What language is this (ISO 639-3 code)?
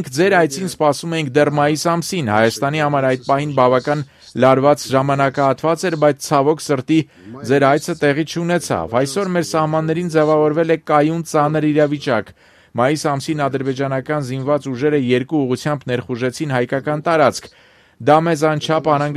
hye